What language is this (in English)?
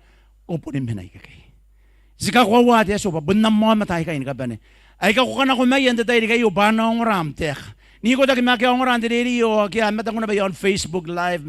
Gilbertese